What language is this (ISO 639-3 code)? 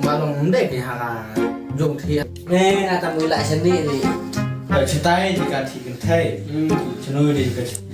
kha